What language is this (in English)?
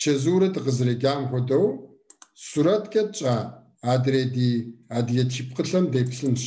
Kabardian